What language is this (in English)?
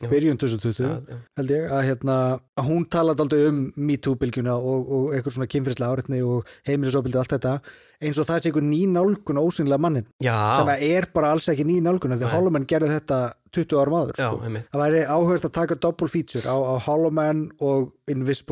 Icelandic